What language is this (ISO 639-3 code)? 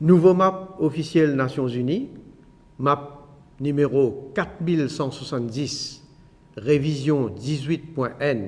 mfe